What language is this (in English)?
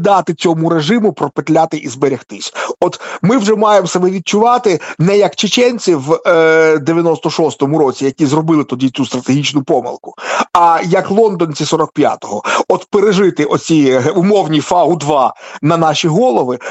Ukrainian